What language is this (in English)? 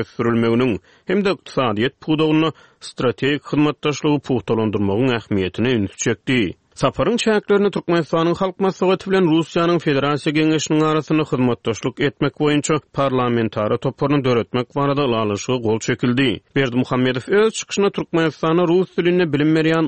Turkmen